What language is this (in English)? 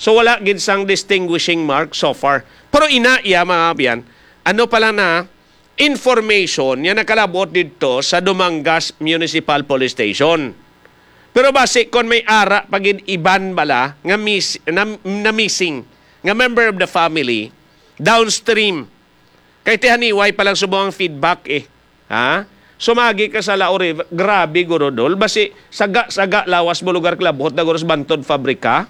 Hiligaynon